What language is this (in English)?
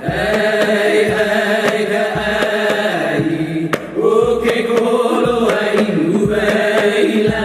Hawaiian